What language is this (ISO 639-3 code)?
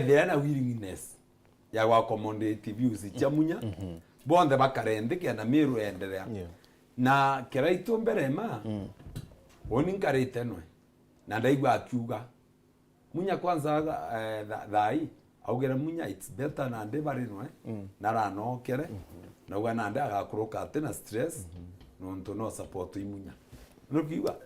mer